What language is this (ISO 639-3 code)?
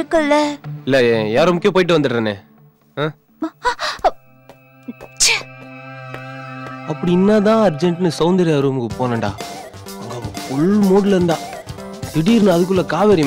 tam